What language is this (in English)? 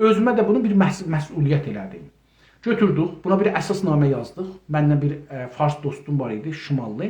South Azerbaijani